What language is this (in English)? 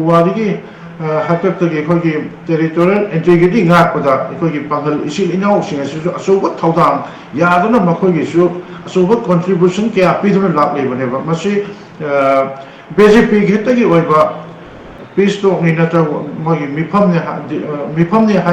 Manipuri